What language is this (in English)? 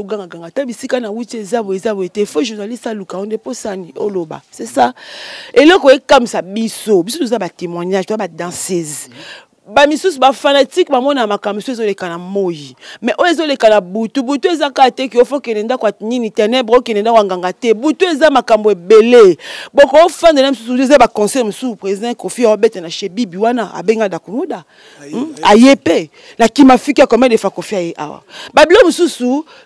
Lingala